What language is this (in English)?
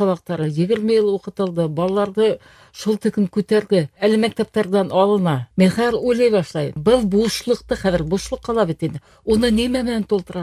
Bashkir